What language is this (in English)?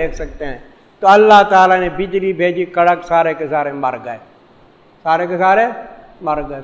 Urdu